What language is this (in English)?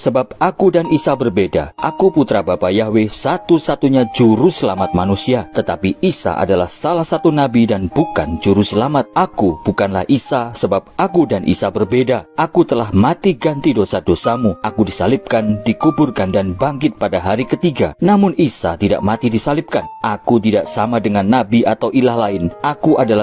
Indonesian